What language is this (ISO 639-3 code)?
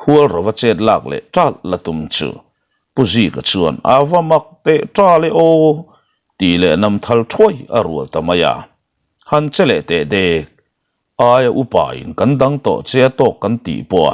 lus